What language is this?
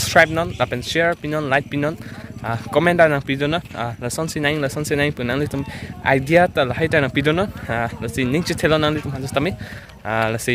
Karbi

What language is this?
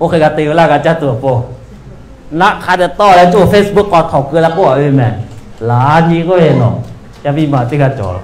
Lahu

